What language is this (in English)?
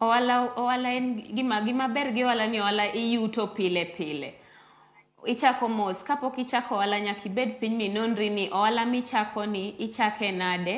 Luo (Kenya and Tanzania)